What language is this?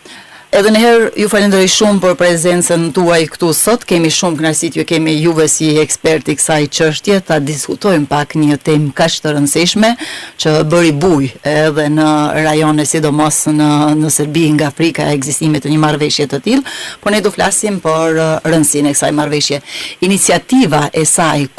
Albanian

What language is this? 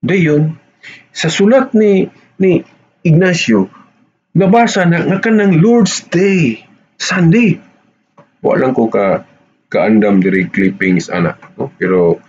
Cebuano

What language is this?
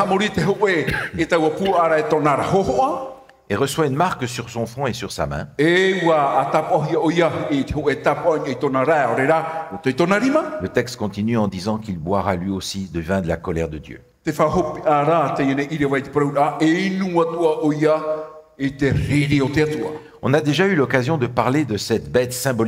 Tahitian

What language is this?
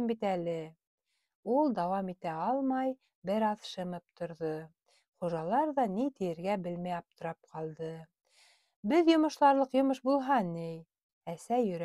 Bashkir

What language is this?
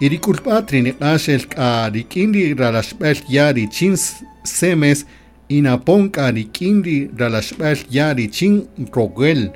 Kaqchikel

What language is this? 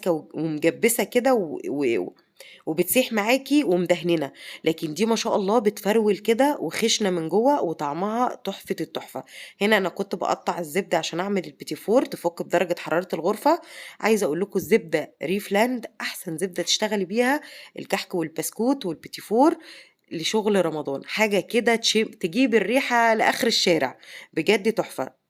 Egyptian Arabic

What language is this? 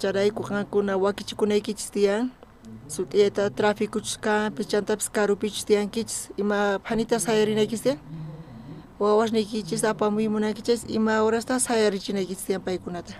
South Bolivian Quechua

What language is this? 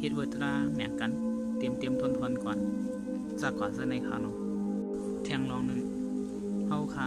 Shan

